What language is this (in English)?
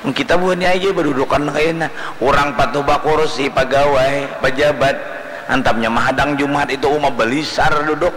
Banjar